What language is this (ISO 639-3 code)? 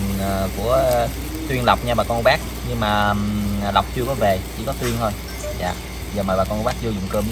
vie